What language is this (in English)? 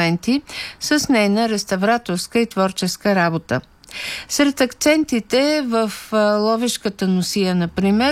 Bulgarian